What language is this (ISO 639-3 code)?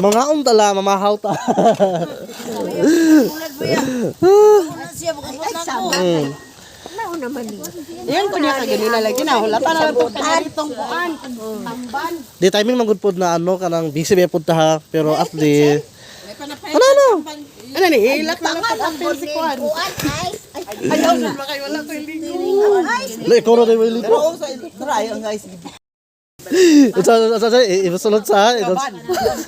ceb